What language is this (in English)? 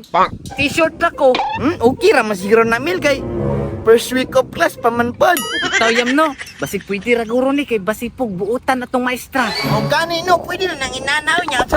Cebuano